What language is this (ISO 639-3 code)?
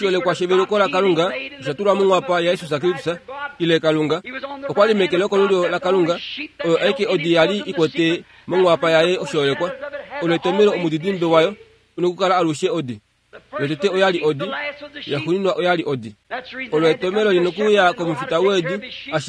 kua